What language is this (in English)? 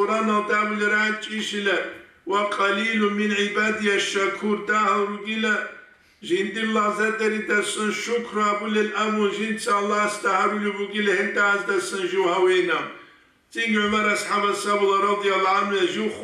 Avaric